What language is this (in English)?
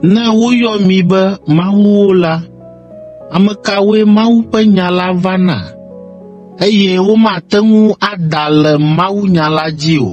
Ewe